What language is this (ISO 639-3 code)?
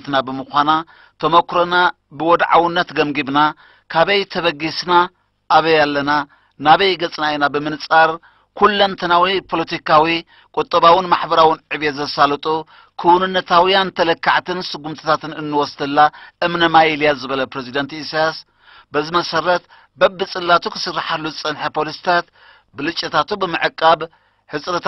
tir